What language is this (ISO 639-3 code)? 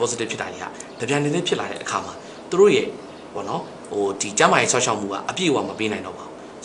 mya